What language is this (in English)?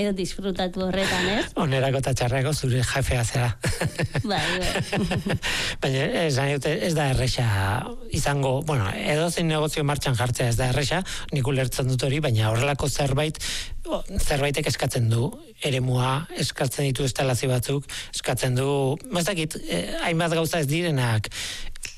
Basque